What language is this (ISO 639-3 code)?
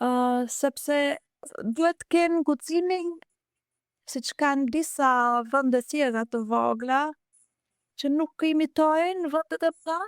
sqi